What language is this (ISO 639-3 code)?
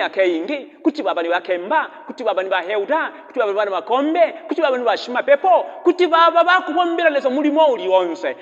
bem